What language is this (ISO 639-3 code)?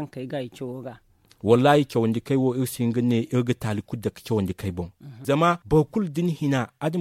dje